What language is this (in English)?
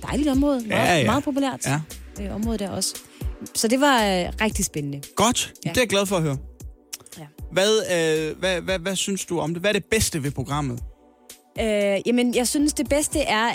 Danish